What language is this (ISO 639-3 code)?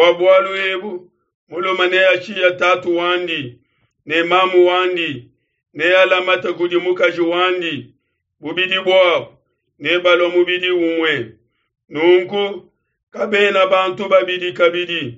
lua